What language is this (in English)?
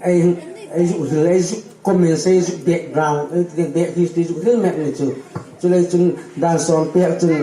Hmar